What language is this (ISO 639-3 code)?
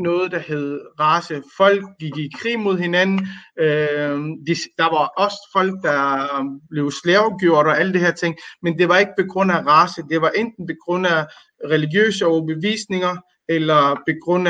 dan